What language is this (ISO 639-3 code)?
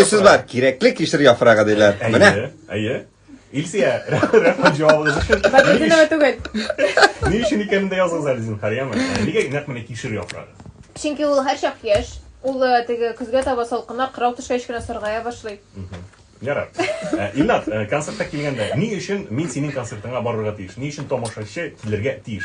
tat